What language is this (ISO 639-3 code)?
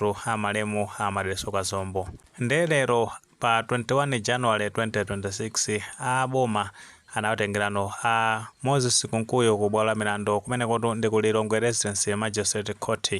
nya